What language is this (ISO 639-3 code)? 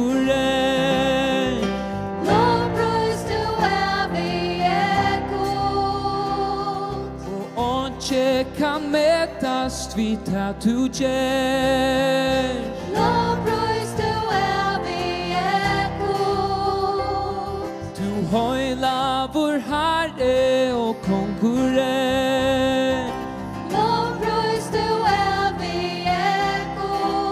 fao